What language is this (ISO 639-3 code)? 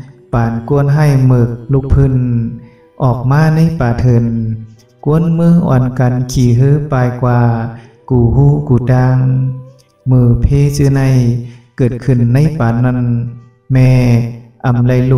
shn